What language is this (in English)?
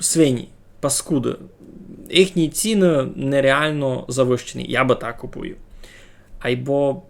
Rusyn